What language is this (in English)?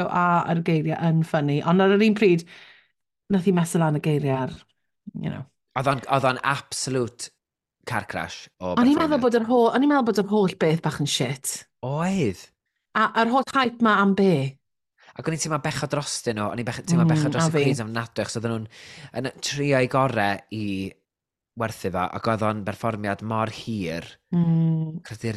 Welsh